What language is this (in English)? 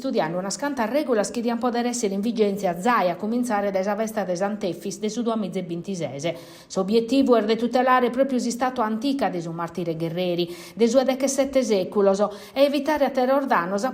Sardinian